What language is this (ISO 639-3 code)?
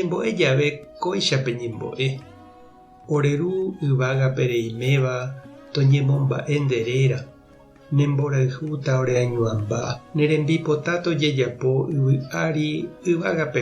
grn